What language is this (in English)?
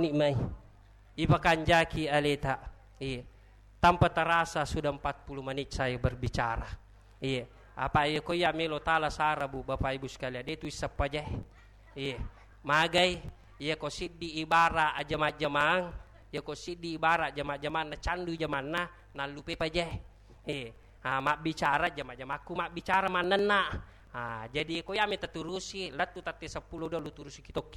Buginese